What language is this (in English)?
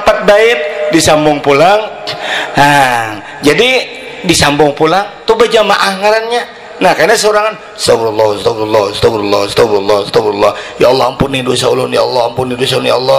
Banjar